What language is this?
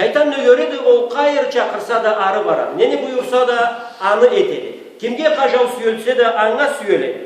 Karachay-Balkar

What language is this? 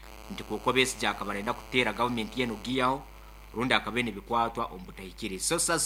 Nyoro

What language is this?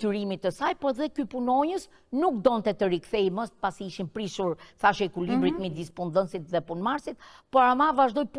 Albanian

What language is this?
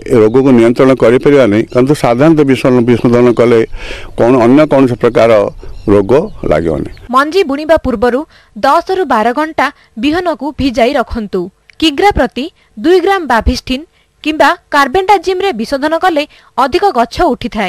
Odia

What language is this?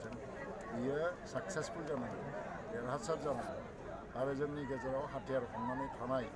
Bodo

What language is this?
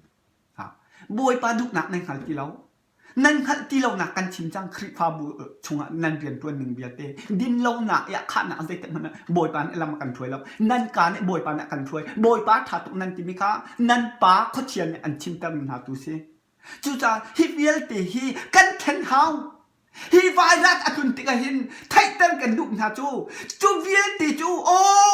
Hakha Chin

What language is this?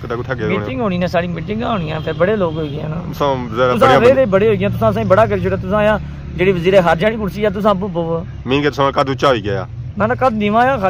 Pahari-Potwari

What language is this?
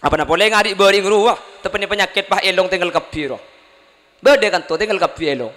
Madurese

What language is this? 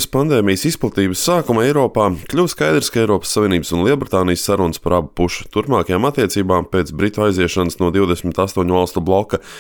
Latvian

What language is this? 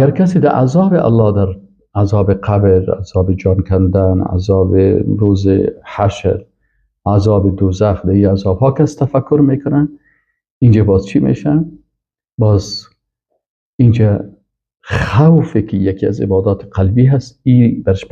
Persian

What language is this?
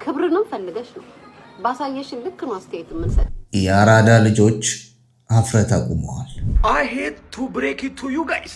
Amharic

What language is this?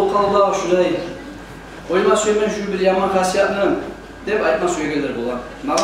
Kumyk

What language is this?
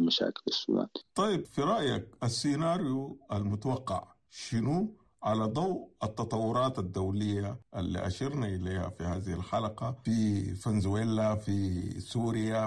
Sudanese Arabic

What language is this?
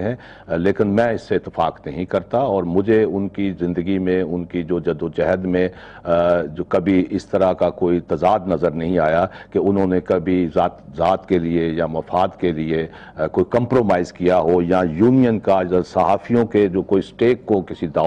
Urdu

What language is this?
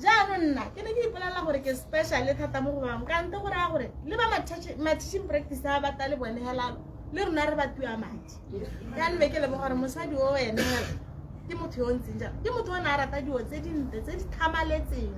Tswana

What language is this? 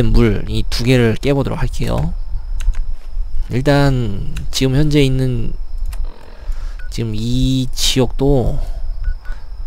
Korean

